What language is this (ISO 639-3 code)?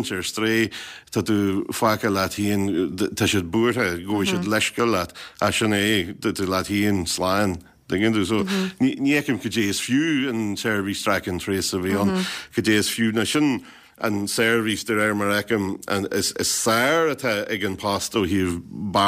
gle